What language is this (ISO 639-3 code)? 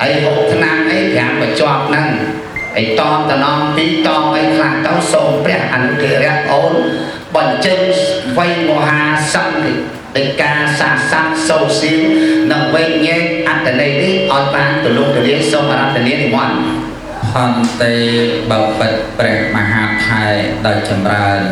khm